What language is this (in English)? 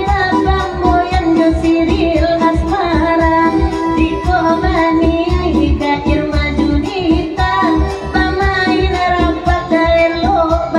Minangkabau